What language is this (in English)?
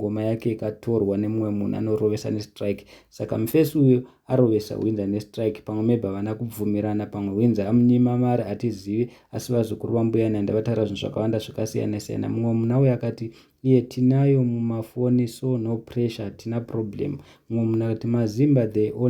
Shona